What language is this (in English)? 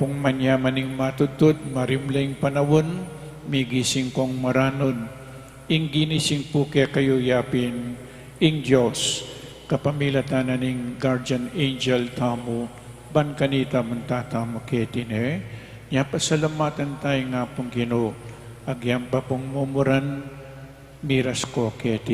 Pampanga